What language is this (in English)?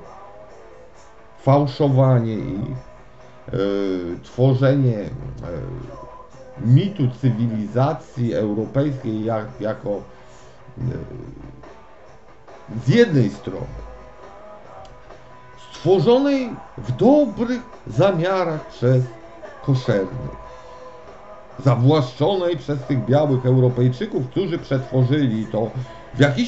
Polish